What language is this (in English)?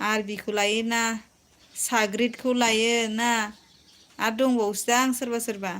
Bodo